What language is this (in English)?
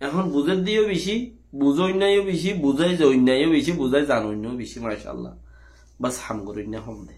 Rohingya